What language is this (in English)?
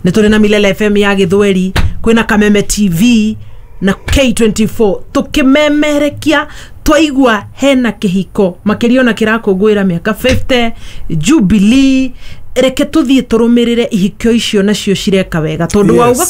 Kikuyu